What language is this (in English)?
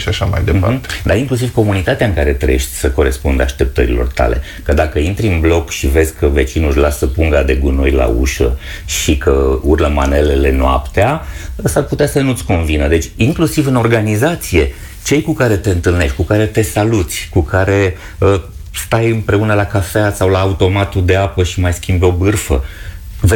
Romanian